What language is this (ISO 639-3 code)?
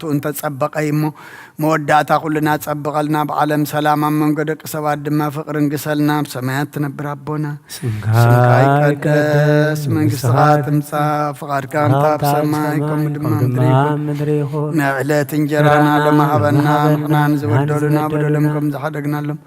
tir